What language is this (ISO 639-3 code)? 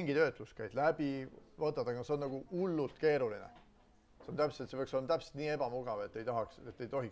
est